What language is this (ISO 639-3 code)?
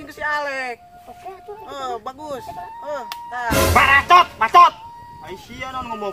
sun